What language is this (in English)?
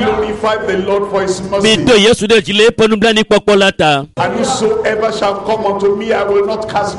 Ewe